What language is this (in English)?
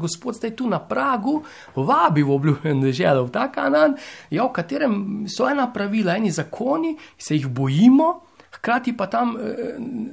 Slovenian